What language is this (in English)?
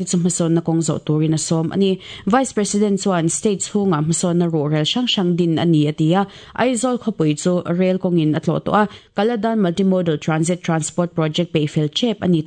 Mizo